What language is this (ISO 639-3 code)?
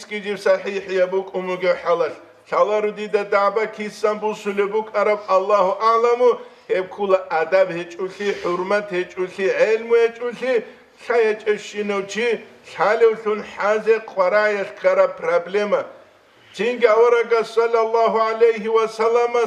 ava